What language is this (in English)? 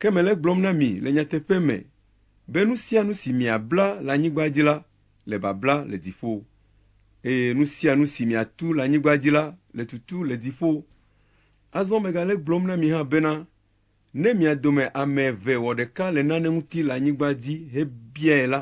Ewe